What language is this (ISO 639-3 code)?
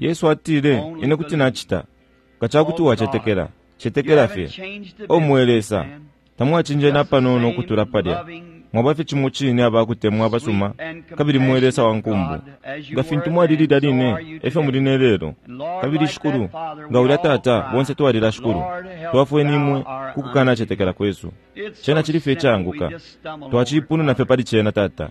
bem